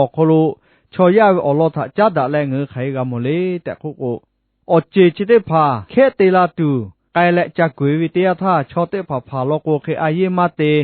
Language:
Lahu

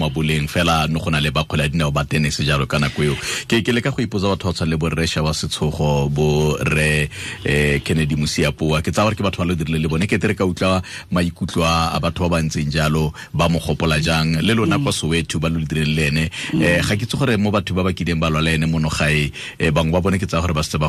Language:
Tswana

